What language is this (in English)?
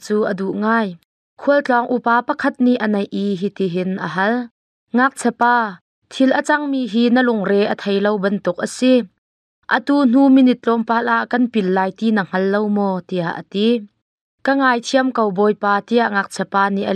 Hakha Chin